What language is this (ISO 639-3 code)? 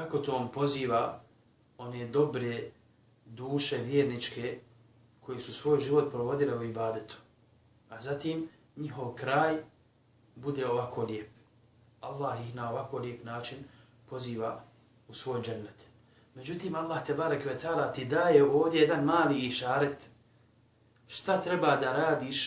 bos